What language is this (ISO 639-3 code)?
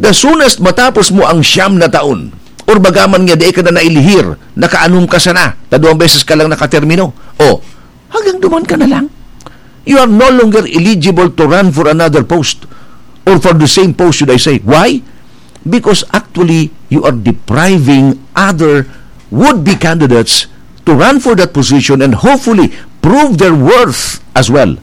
bik